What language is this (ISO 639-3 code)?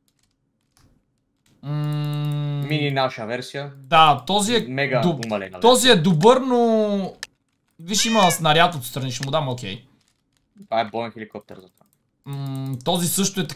bul